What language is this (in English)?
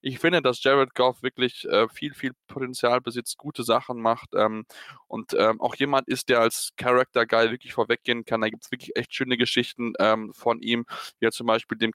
German